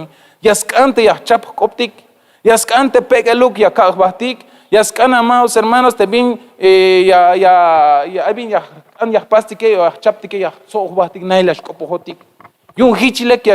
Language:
Tzeltal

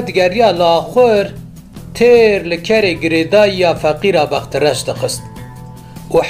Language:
Kurdish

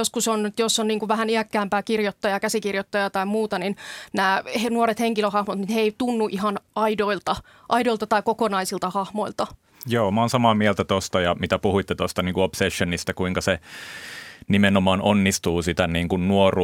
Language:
Finnish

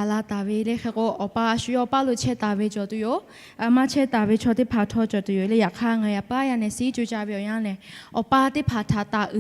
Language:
Lahu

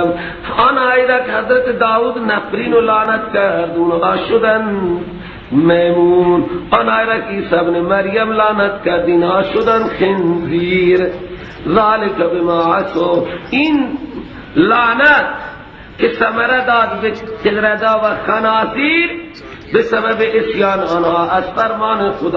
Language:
Persian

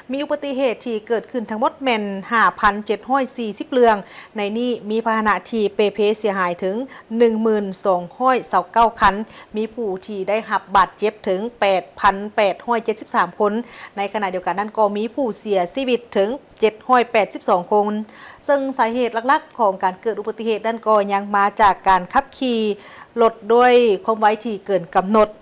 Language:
Lao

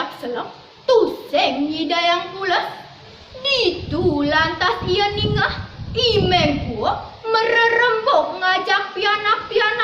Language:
Balinese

